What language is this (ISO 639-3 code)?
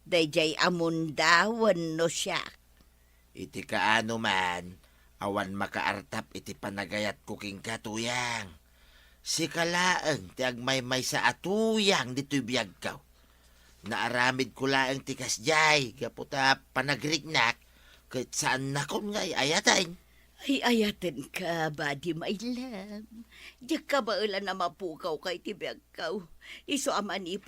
ilo